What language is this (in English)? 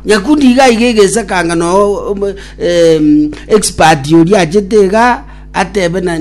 Gusii